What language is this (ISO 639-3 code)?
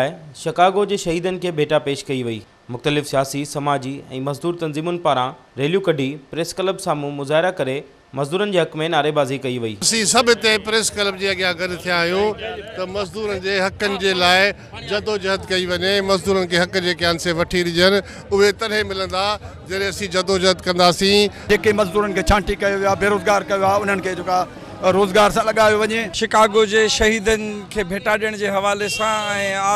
snd